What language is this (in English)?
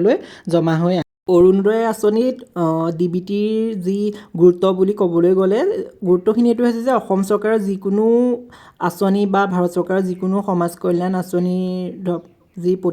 Assamese